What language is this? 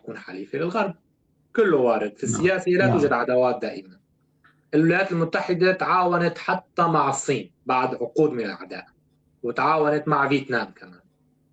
North Levantine Arabic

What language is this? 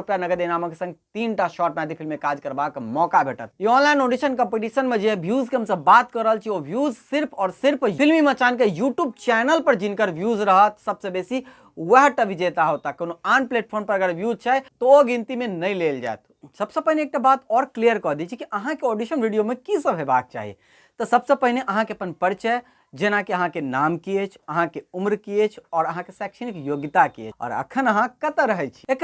Maithili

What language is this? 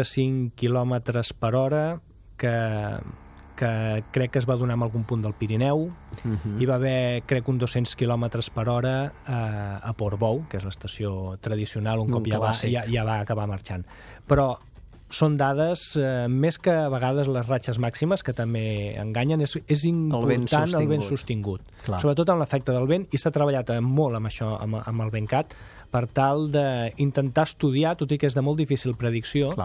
Catalan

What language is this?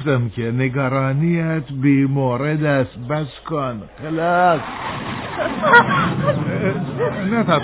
Persian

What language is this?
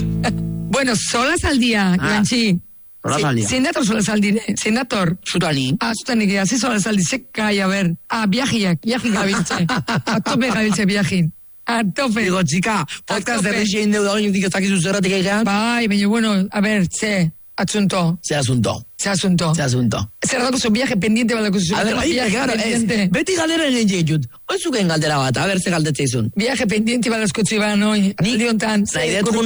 Basque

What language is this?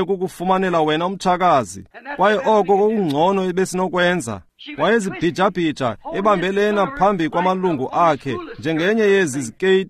Xhosa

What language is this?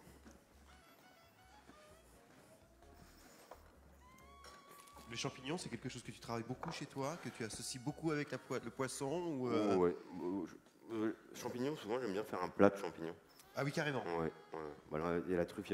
French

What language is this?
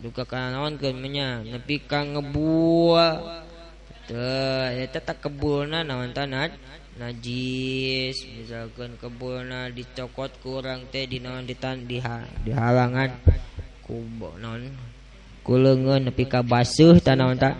Sundanese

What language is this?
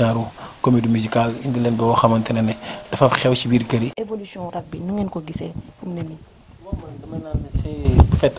Wolof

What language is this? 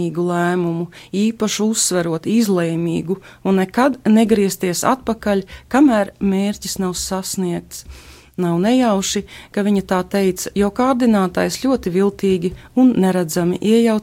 Latvian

